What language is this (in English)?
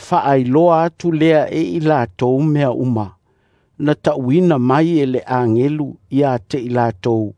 Samoan